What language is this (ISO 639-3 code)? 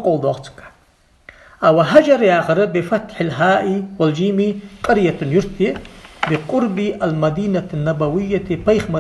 inh